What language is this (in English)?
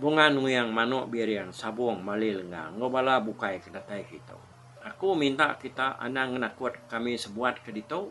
Iban